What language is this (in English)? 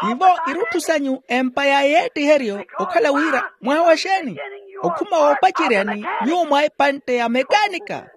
Makhuwa